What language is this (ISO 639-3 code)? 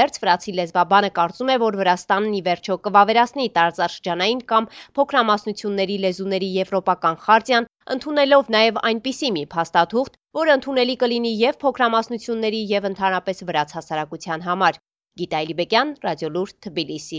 hye